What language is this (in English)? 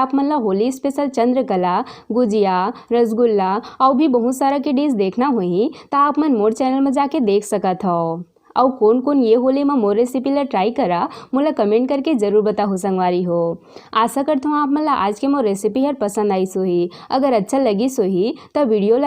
Chhattisgarhi